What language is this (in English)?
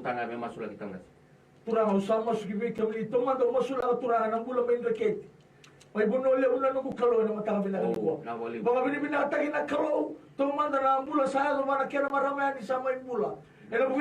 Fijian